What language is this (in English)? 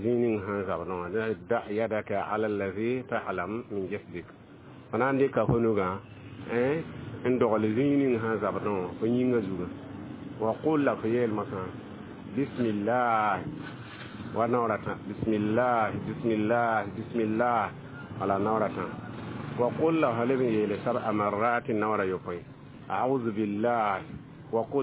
Mossi